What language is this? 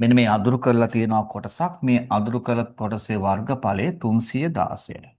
Sinhala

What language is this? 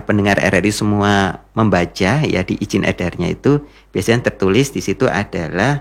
Indonesian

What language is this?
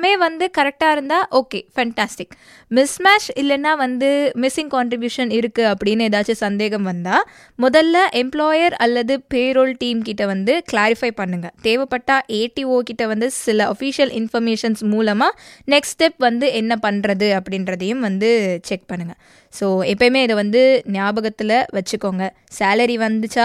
Tamil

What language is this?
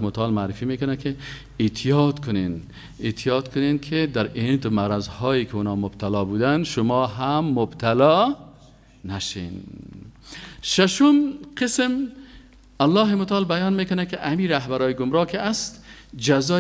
Persian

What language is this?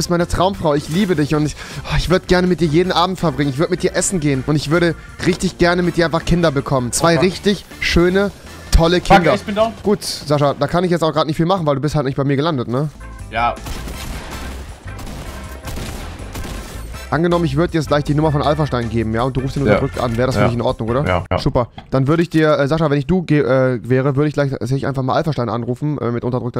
German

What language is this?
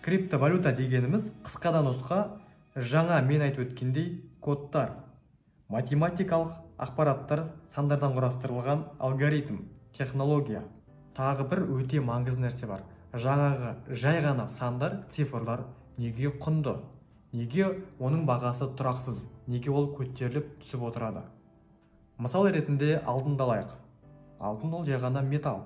Kazakh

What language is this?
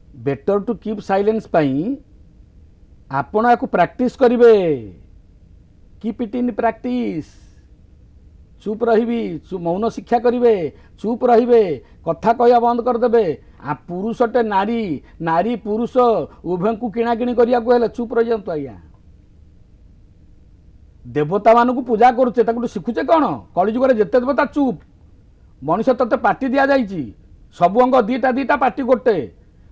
Odia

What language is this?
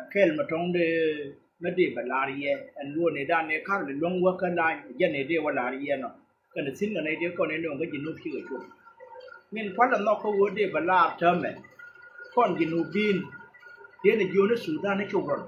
Nuer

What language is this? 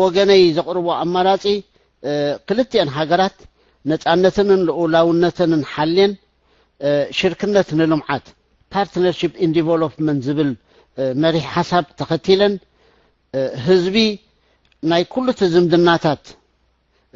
Tigrinya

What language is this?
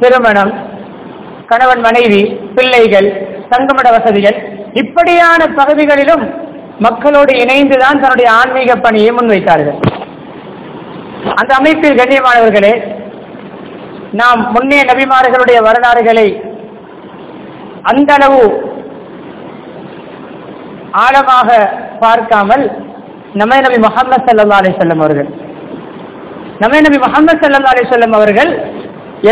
Tamil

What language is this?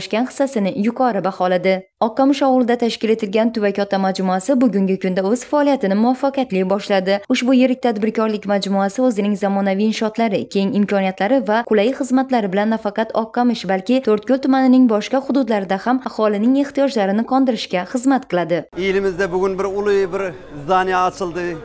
Uzbek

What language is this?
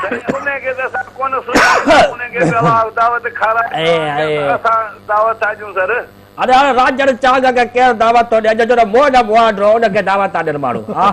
Sindhi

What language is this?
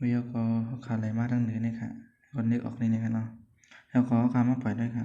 Shan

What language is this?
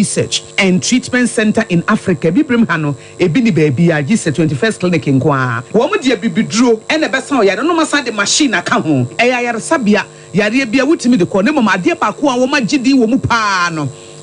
Akan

